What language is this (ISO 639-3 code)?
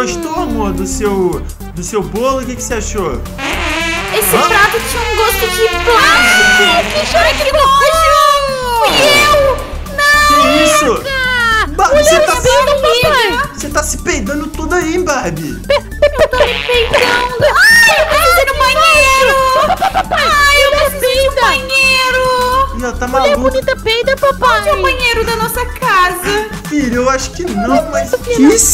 por